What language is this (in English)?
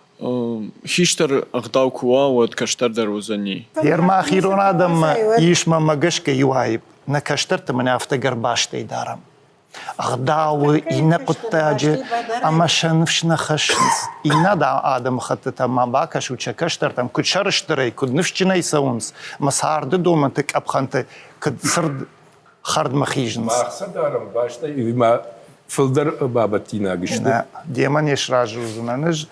Ossetic